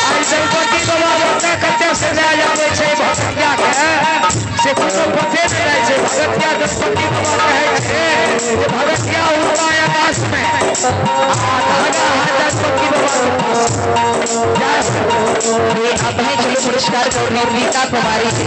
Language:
Maithili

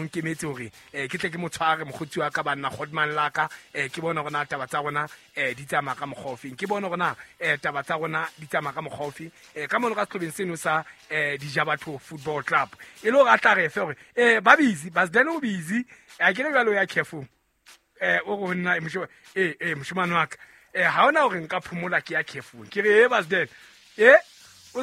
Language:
Southern Sotho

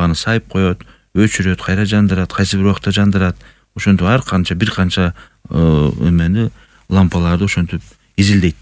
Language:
Kyrgyz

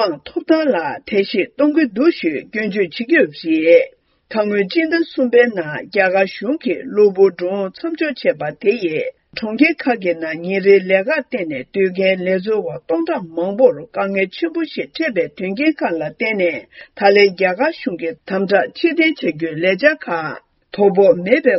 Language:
Tibetan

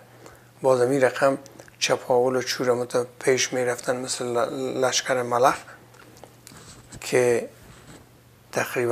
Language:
Persian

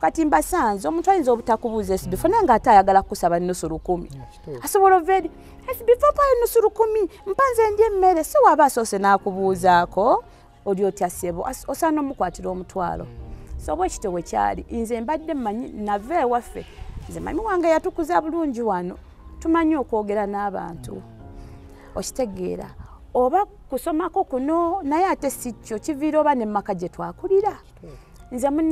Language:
Ganda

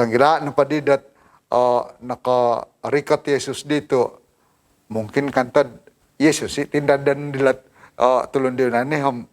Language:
Central Dusun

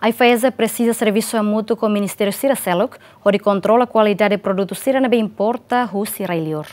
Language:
Tetum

